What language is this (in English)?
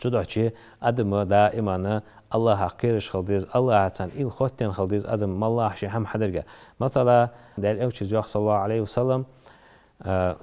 Ingush